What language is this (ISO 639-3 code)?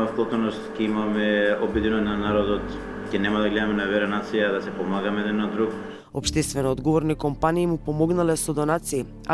mkd